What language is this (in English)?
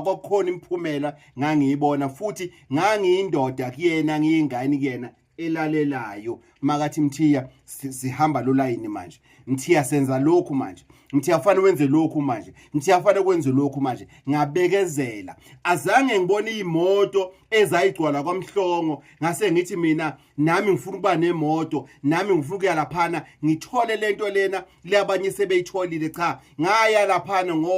Zulu